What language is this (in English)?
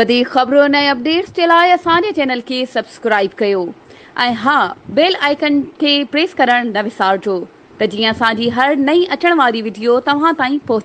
Sindhi